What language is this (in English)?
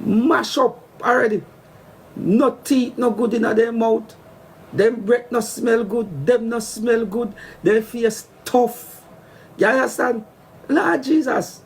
Jamaican Creole English